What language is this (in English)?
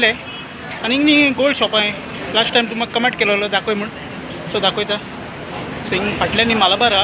Konkani